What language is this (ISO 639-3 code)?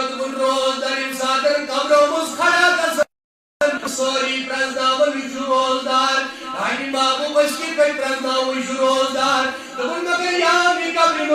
kas